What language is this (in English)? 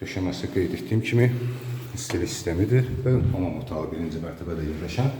Azerbaijani